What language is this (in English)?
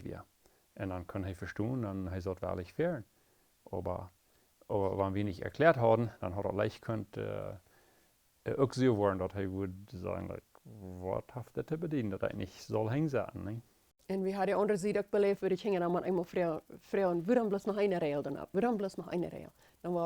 Plautdietsch